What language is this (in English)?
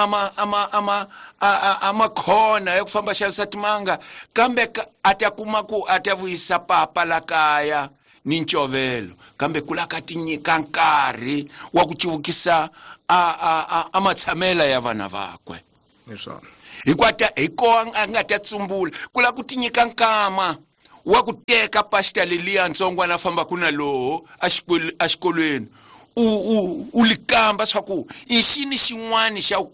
Tsonga